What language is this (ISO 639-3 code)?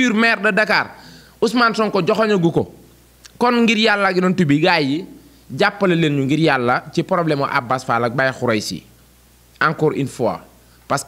wol